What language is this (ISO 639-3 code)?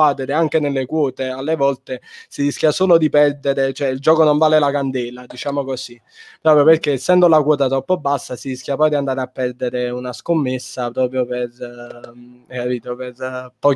ita